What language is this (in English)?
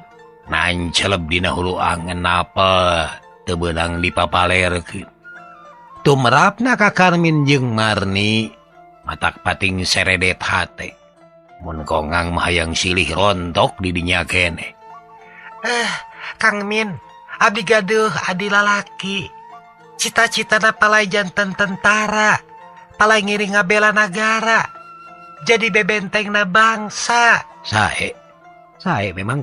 Sundanese